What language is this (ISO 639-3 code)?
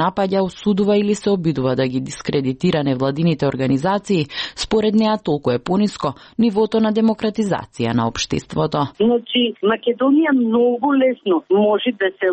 mkd